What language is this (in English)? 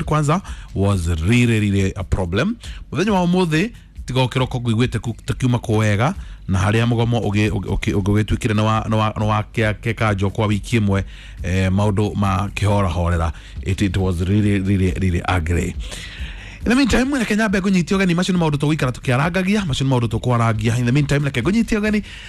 Kikuyu